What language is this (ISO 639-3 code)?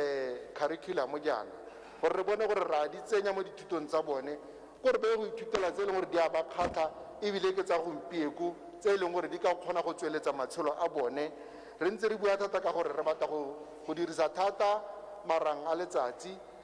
tsn